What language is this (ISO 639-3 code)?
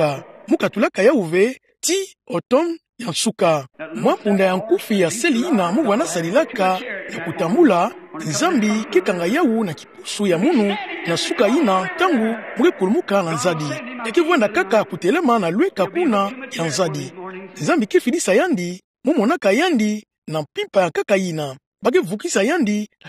ktu